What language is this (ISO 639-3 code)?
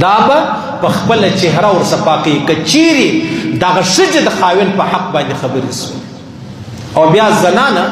pus